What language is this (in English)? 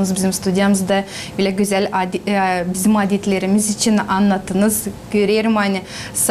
Gagauz